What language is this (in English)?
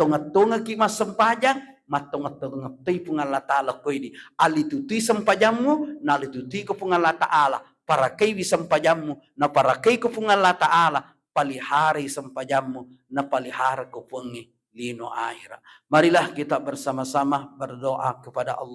Buginese